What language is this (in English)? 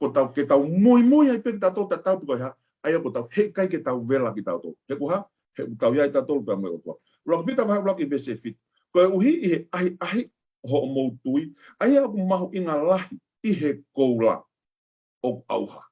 Tongan